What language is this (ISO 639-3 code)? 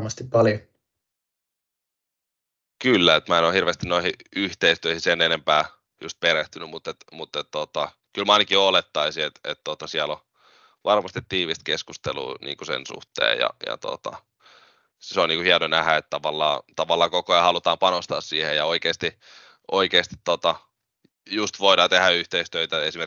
fin